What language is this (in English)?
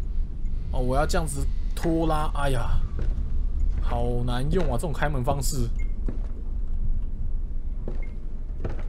Chinese